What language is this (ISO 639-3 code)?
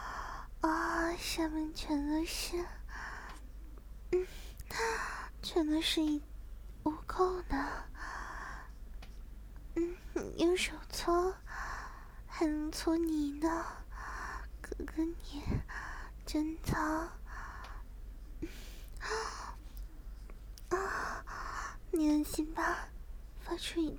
zho